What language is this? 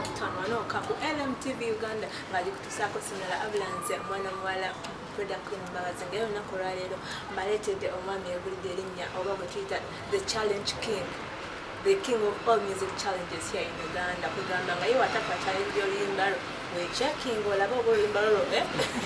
Ganda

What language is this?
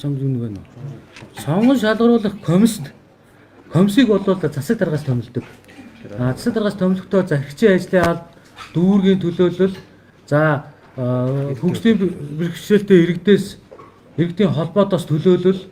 Mongolian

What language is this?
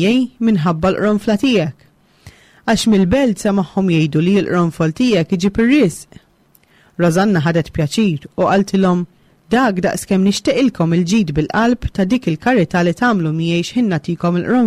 Maltese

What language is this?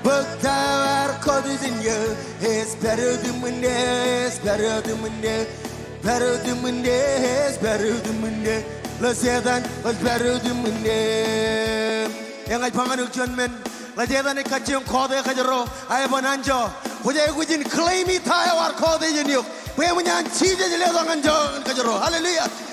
Marshallese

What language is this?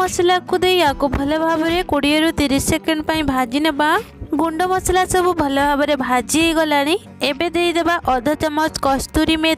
Odia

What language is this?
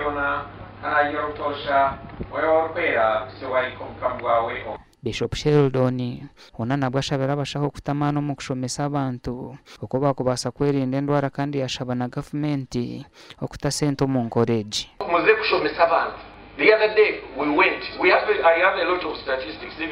Nyankole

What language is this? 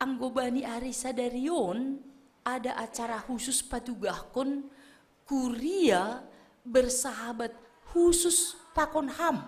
Batak Simalungun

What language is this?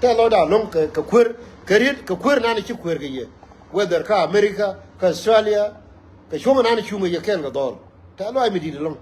Nuer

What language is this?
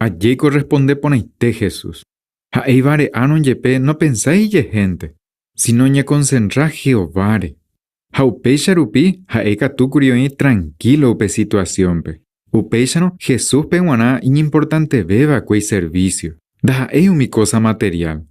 Guarani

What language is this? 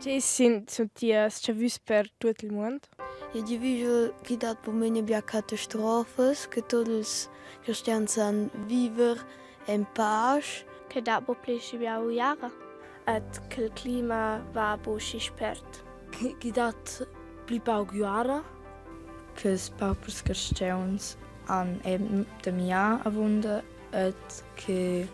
Romansh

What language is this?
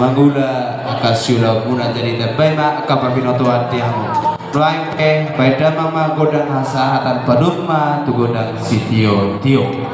Batak Toba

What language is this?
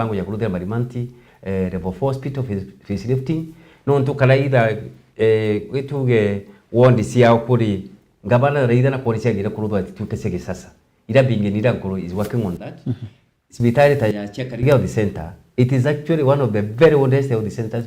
Meru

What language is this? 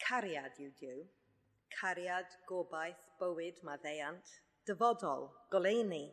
Welsh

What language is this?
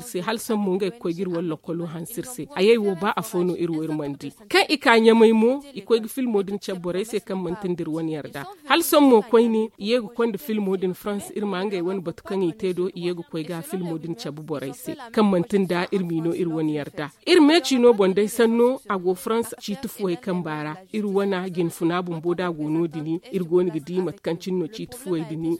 Zarma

